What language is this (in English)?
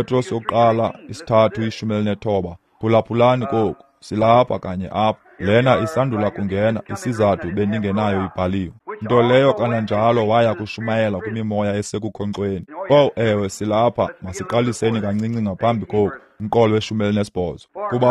Xhosa